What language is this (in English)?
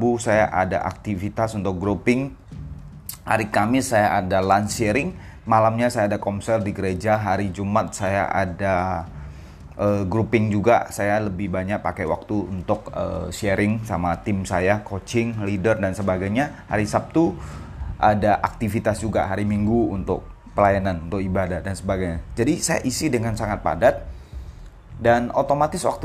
Indonesian